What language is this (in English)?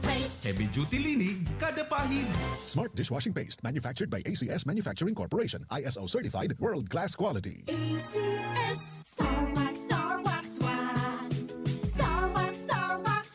Bikol